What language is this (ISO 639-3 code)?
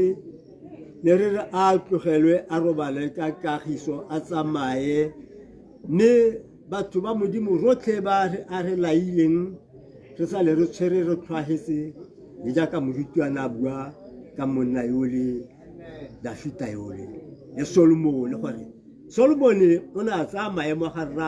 tsn